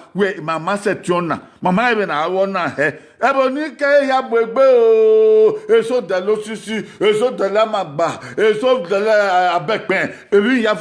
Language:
Bini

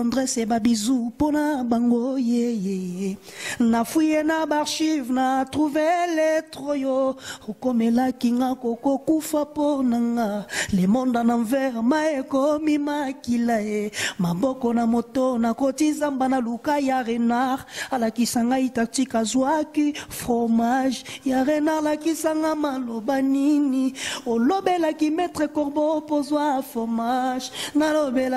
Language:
Lingala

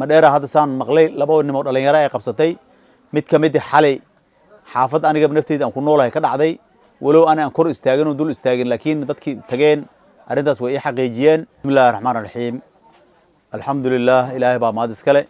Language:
Somali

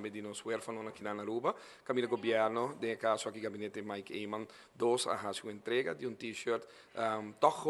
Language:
Papiamento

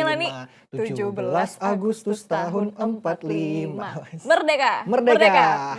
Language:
Banjar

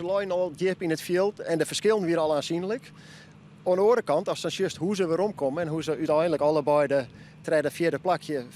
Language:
Western Frisian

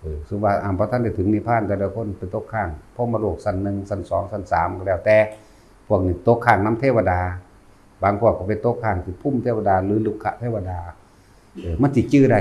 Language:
Lao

